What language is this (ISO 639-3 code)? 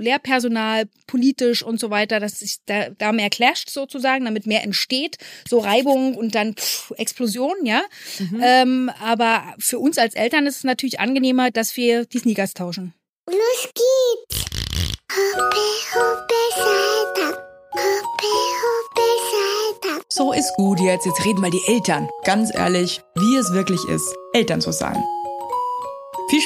deu